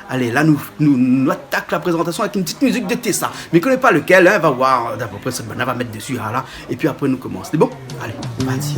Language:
Réunion Creole French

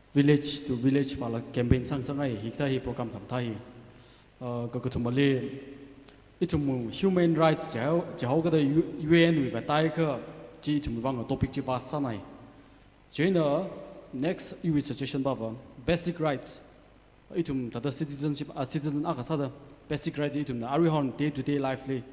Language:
Tangkhul Naga (India)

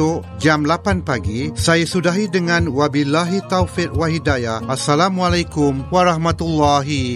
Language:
Malay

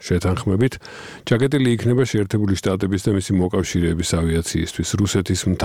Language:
Georgian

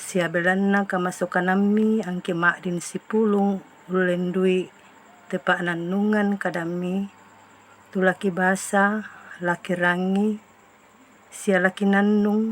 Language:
Toraja-Sa'dan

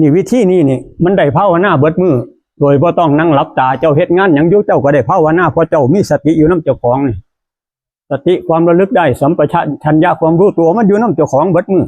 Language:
Northeastern Thai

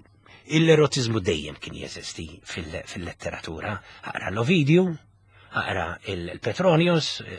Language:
Maltese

